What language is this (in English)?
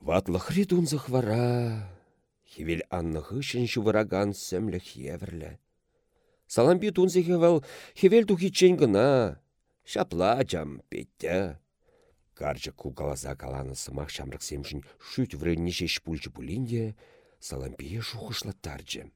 Chuvash